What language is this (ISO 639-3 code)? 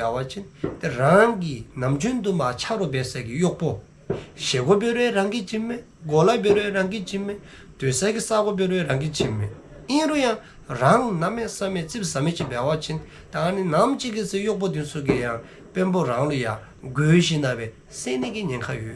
dzo